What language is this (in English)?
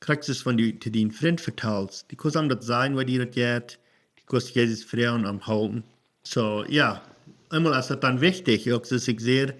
Plautdietsch